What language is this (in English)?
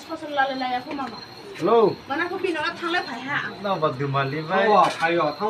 Riang (India)